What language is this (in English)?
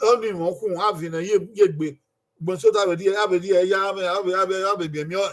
Bini